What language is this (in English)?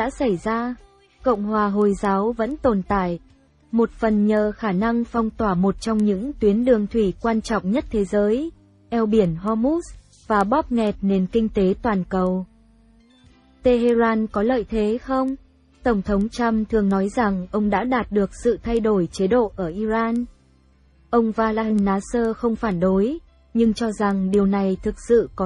Vietnamese